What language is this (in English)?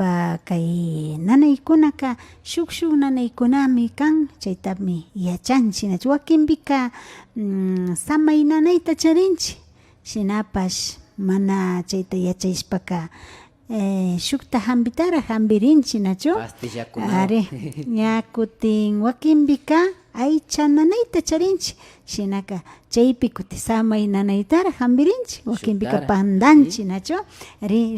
Imbabura Highland Quichua